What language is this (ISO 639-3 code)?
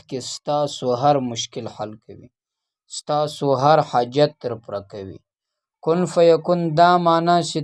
pus